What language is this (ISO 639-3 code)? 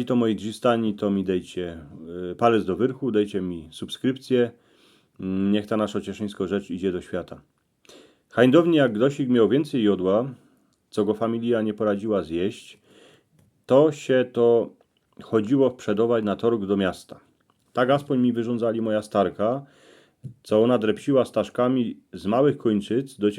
szl